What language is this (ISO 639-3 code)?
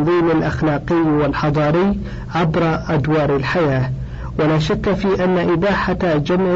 ara